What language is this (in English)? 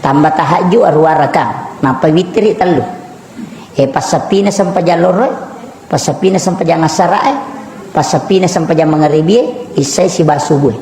Buginese